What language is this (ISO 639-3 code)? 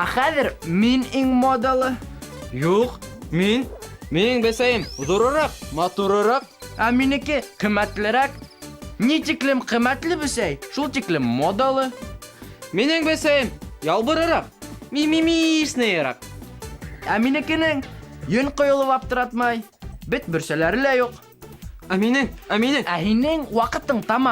bak